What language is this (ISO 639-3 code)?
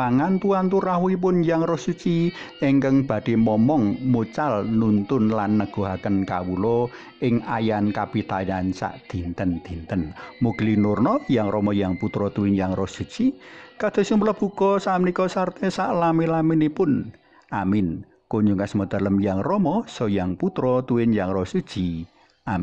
jav